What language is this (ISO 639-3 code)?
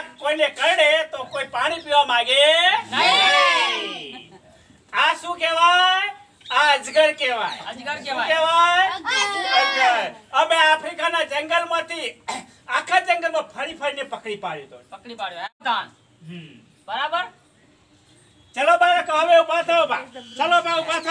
guj